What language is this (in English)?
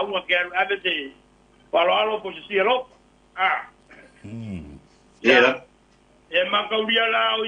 Samoan